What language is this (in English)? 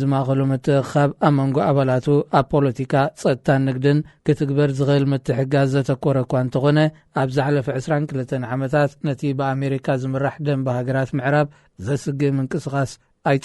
Tigrinya